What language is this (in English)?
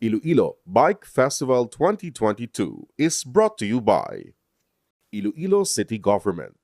Hiligaynon